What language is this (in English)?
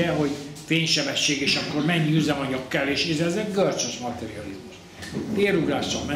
Hungarian